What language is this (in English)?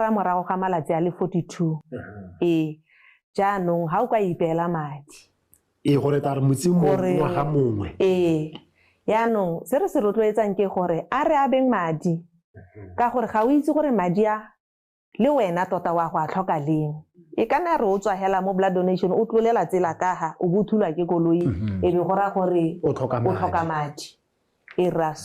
Tswana